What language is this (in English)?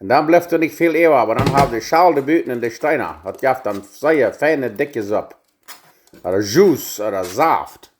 Plautdietsch